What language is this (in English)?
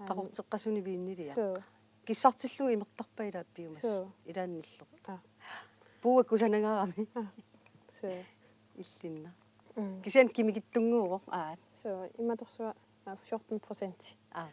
Kalaallisut